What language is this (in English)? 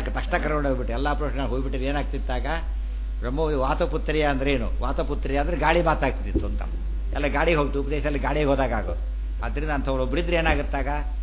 Kannada